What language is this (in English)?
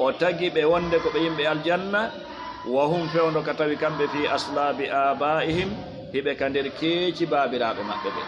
Fula